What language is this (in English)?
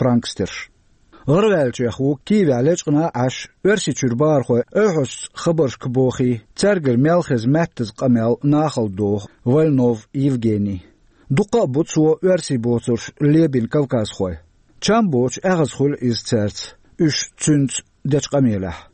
Chechen